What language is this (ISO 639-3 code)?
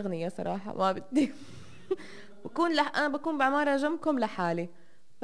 apc